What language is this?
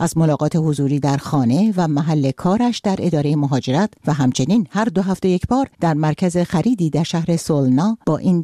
Persian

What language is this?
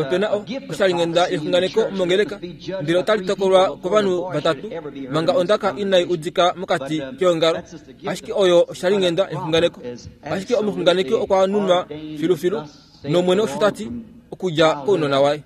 Kuanyama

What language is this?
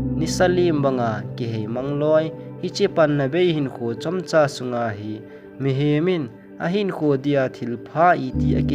Thado Chin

